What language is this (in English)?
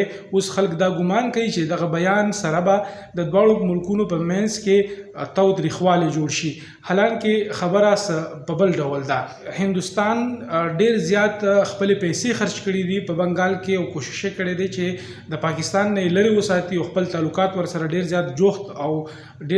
Pashto